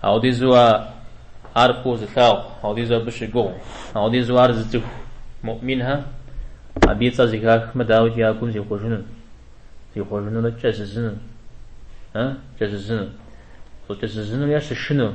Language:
Kabardian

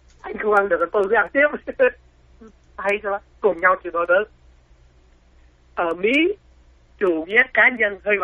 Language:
Vietnamese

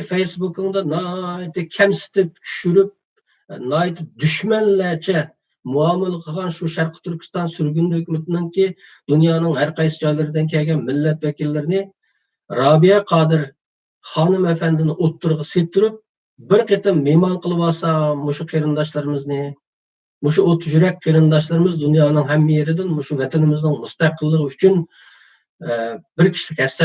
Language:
Uyghur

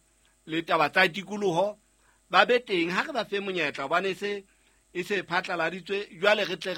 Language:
Southern Sotho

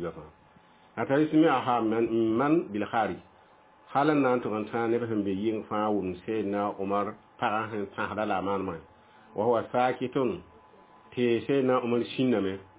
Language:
Mossi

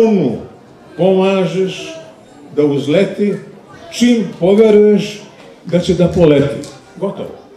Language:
Serbian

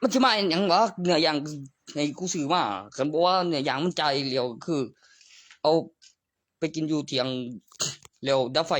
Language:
Northeastern Thai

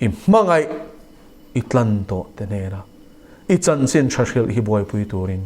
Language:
Mizo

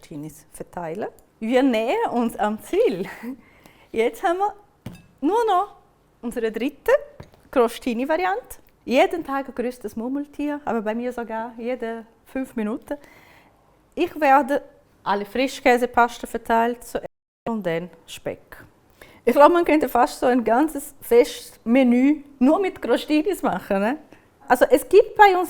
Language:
Swiss German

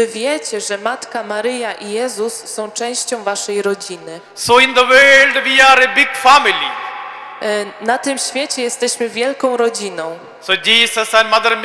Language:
Polish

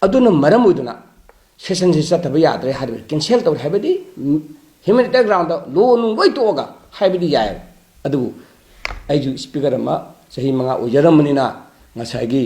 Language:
Manipuri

